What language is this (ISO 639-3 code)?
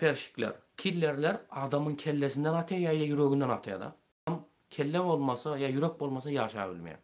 tuk